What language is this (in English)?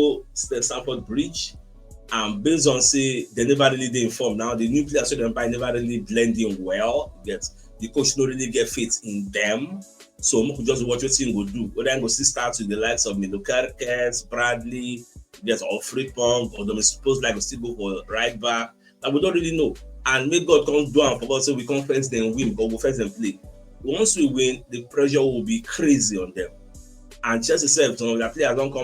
Nigerian Pidgin